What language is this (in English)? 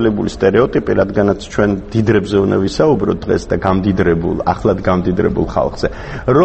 Georgian